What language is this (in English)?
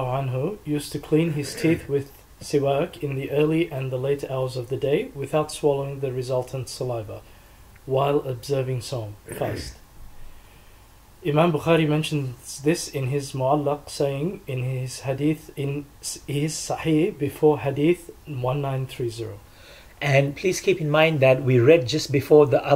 English